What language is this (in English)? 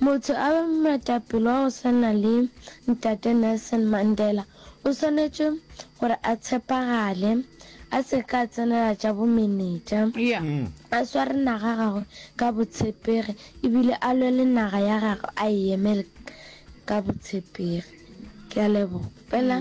Northern Sotho